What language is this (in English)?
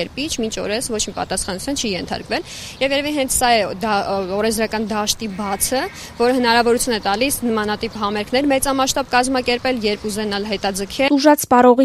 Armenian